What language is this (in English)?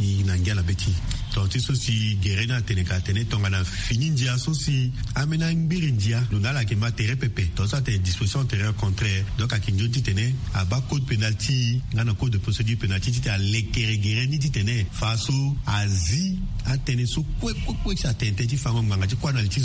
Sango